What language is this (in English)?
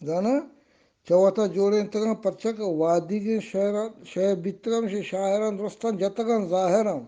Baluchi